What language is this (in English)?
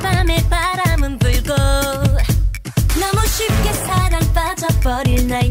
Korean